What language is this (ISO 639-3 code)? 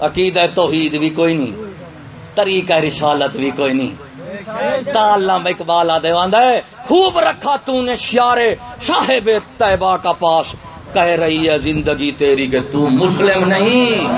skr